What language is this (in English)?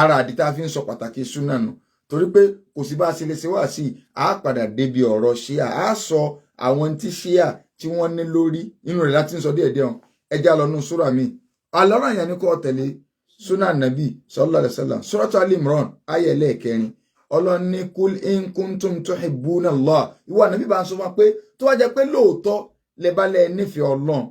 Yoruba